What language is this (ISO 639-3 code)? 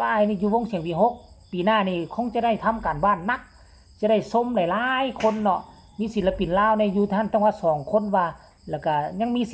lao